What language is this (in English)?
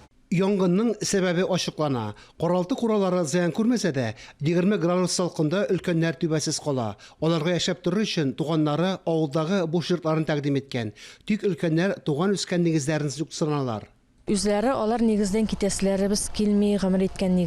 Tatar